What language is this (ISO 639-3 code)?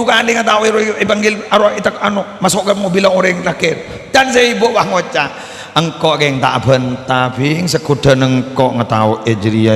mad